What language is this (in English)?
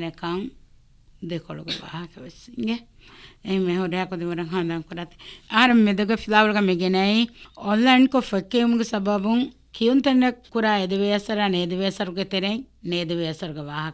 Divehi